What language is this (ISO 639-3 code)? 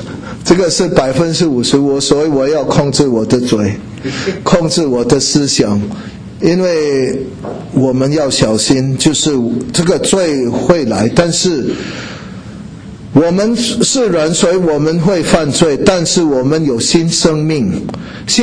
zho